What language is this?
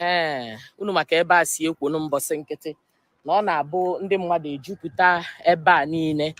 Igbo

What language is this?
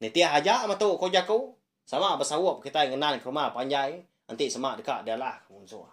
Iban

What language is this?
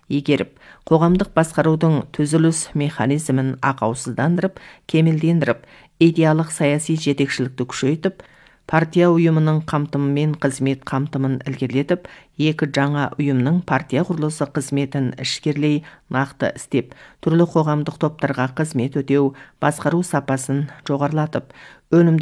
Kazakh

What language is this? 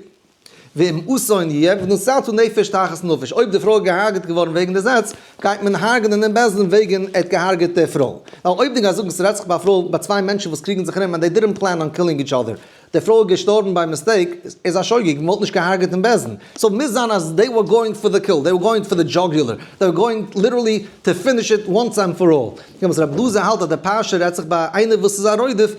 Yiddish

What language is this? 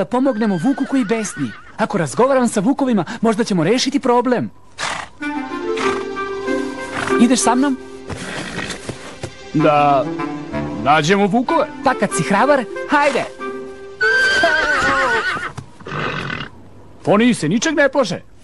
Serbian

